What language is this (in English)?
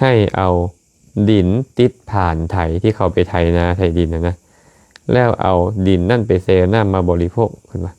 Lao